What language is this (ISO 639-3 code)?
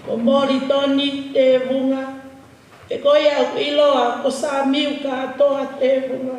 ton